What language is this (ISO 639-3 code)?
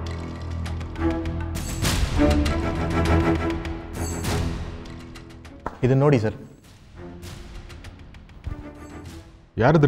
kan